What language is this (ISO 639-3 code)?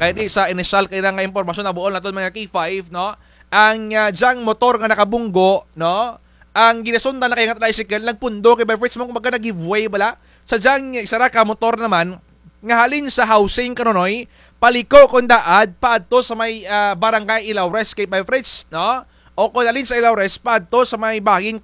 krj